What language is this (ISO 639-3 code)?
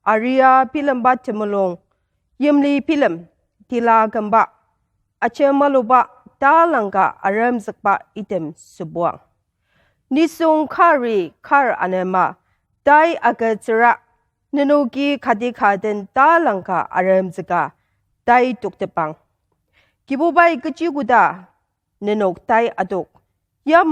njo